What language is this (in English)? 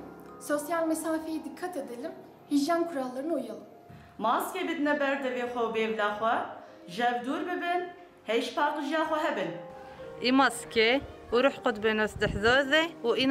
Kurdish